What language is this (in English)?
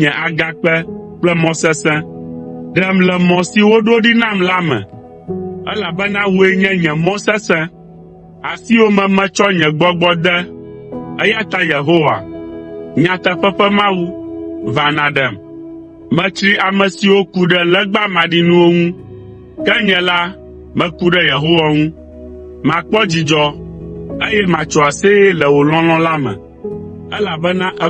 Ewe